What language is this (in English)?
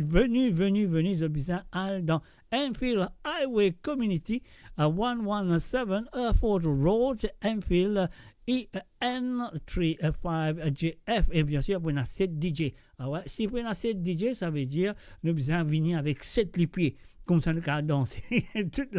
Morisyen